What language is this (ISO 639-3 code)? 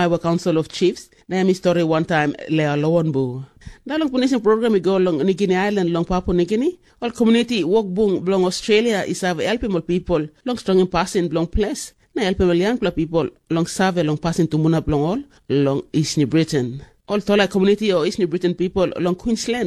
tpi